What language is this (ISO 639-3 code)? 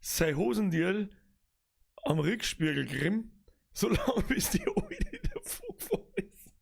bar